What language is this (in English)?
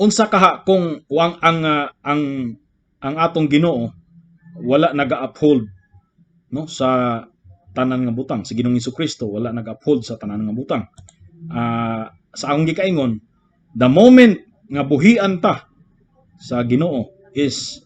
Cebuano